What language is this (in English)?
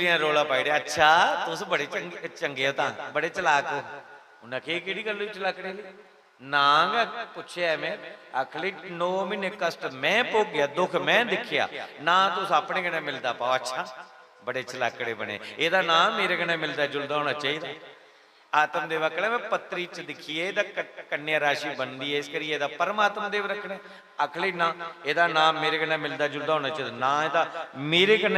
Dogri